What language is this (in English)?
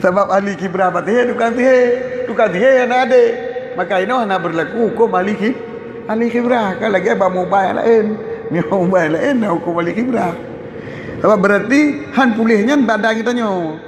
Achinese